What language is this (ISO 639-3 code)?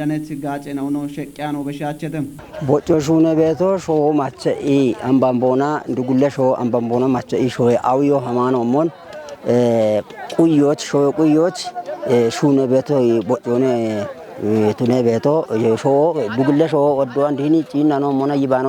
kbr